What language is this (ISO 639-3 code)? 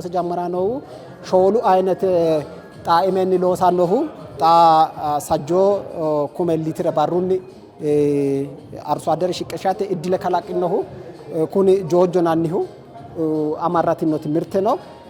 sid